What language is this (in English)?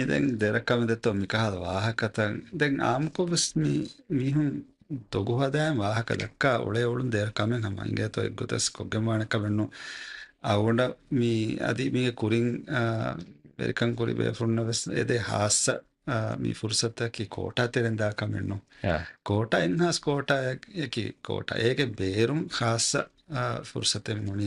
Divehi